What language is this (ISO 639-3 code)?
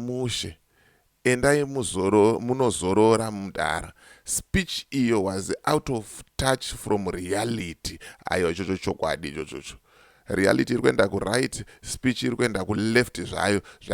sna